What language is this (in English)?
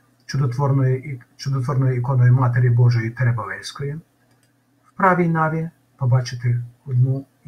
Ukrainian